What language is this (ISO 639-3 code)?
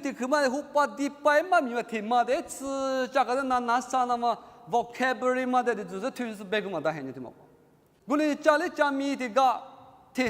lis